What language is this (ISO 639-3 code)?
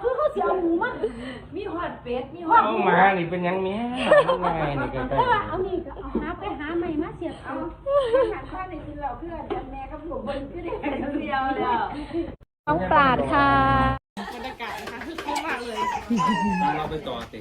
tts